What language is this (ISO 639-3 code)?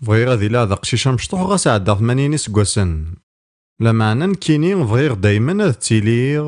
kab